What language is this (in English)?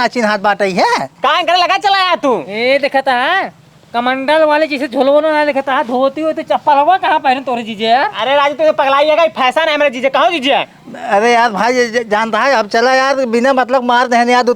Awadhi